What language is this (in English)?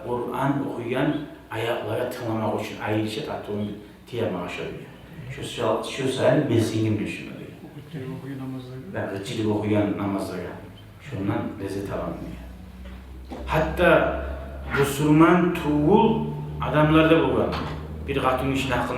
Kumyk